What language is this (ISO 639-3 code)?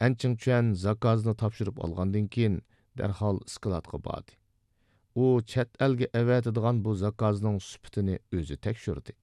uig